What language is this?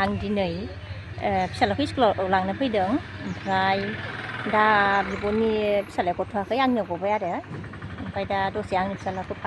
Bodo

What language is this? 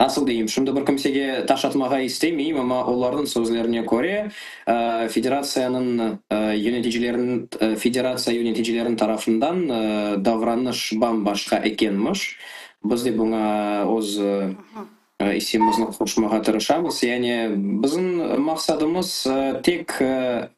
Crimean Tatar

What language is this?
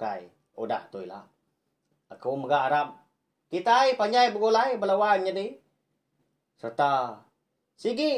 Iban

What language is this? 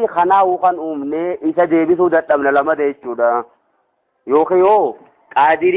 Oromo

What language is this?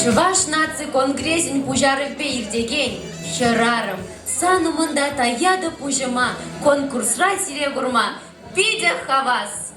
Chuvash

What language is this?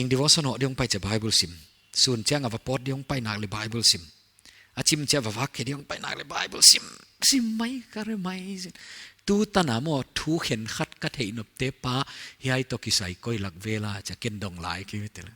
Paite Chin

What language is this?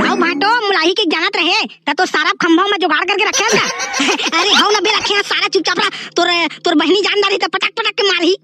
Chhattisgarhi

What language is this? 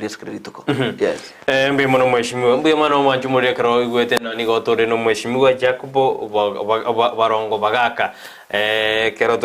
Gusii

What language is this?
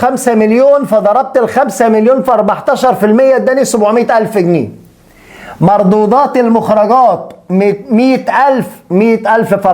Egyptian Arabic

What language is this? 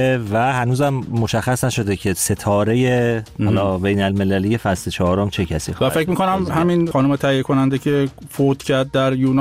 Persian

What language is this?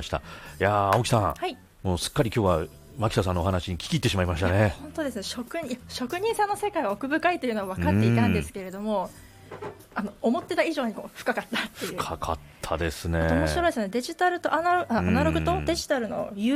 Japanese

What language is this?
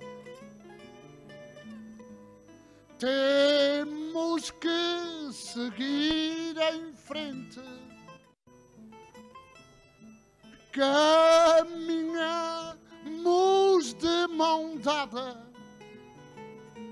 Portuguese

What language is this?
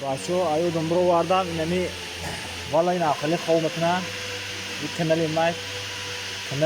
Tajik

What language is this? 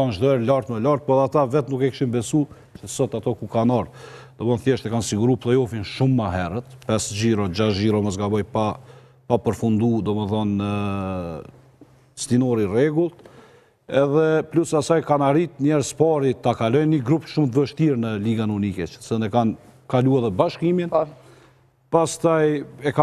Albanian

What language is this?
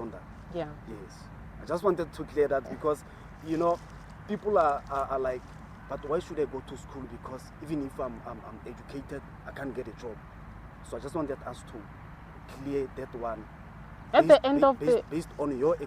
Tswana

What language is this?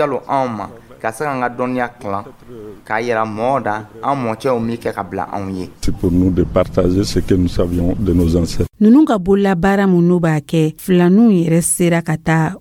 Dyula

